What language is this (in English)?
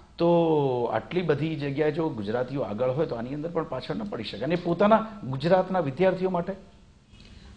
Gujarati